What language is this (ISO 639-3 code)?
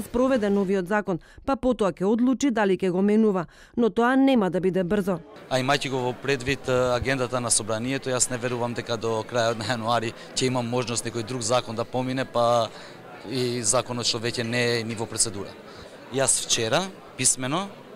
mkd